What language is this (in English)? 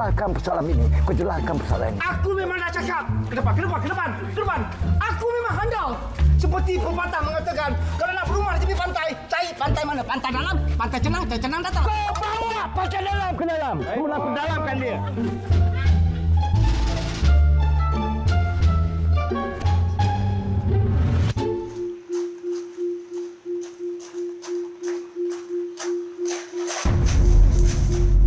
Malay